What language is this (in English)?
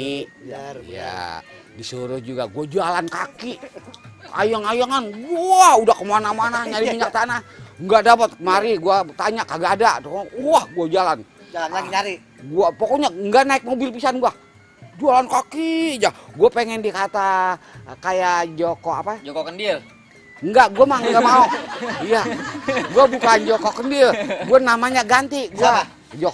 Betawi